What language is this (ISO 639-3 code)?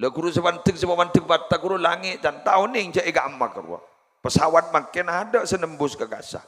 mad